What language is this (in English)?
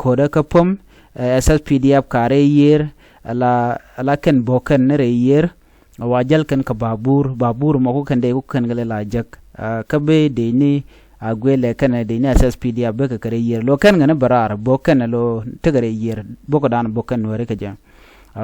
Nuer